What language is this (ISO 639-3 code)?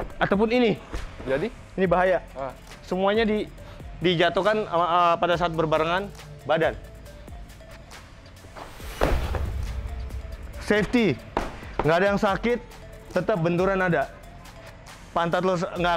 ind